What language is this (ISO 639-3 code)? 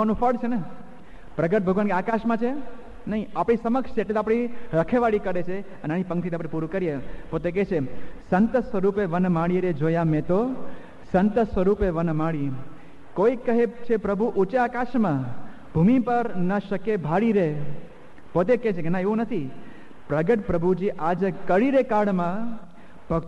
guj